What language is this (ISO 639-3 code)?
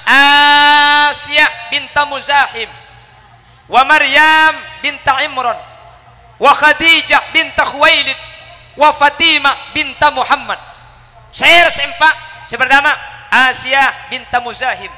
mad